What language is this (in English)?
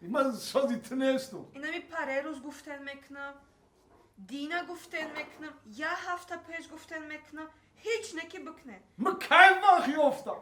Tajik